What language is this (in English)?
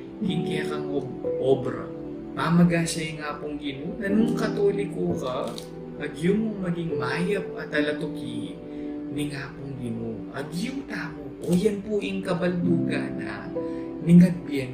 Pampanga